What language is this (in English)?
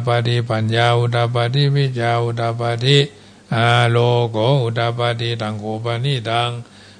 Pali